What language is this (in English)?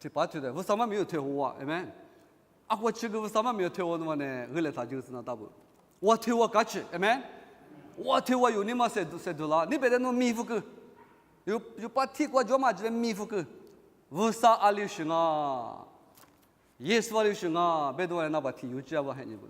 Lisu